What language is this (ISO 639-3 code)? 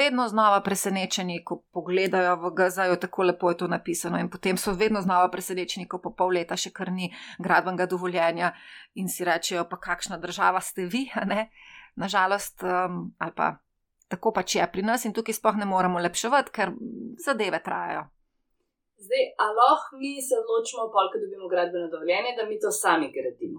slv